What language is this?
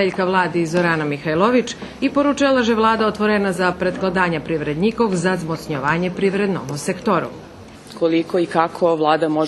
Rusyn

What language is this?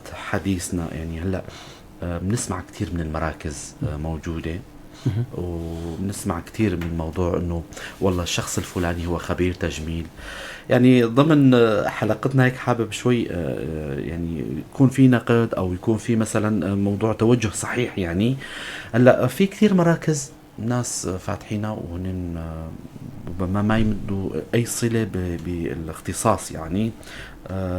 North Levantine Arabic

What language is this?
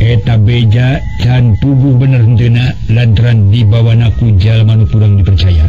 Sundanese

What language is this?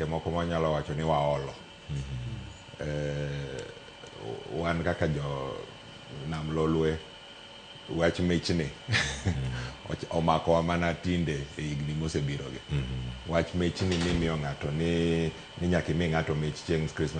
Luo (Kenya and Tanzania)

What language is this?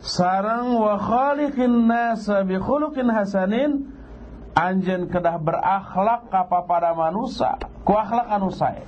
Sundanese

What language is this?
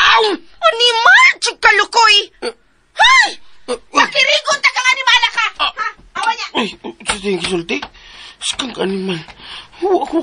Cebuano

